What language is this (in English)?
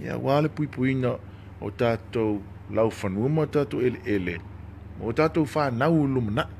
Samoan